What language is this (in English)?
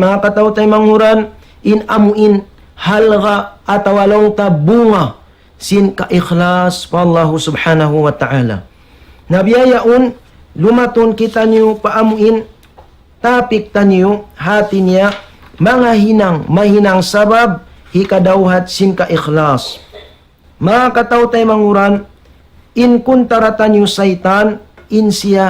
Tausug